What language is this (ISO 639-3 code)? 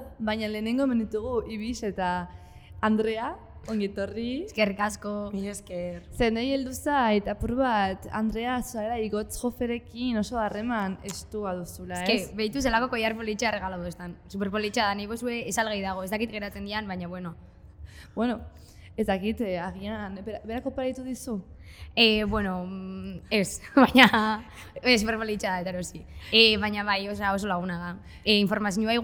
eus